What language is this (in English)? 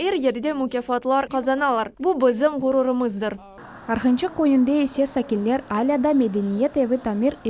Crimean Tatar